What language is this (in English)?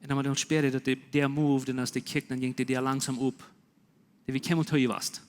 Plautdietsch